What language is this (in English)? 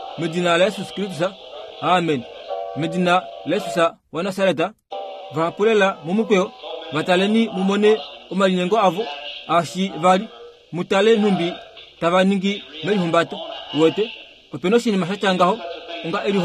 Kuanyama